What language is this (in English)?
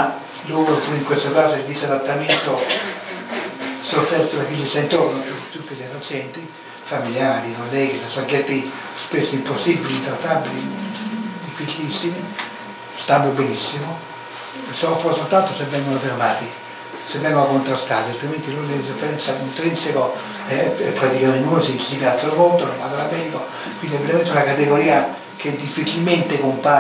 Italian